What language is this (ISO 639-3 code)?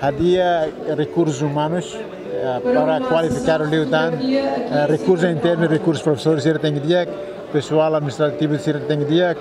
tet